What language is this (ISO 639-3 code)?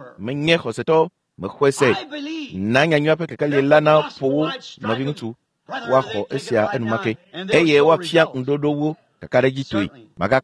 ewe